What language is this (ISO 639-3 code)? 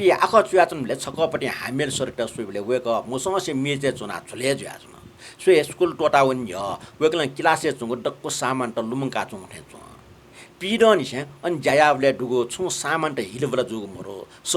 new